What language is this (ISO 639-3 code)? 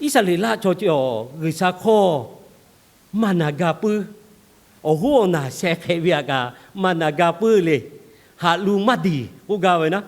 lhu